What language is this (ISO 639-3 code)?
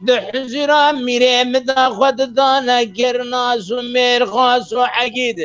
kur